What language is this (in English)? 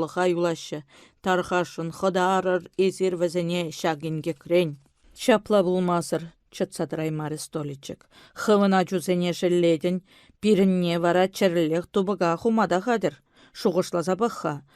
Chuvash